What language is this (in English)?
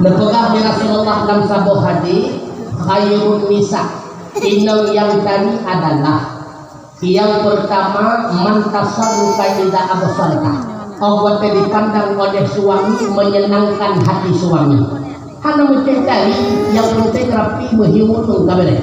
Achinese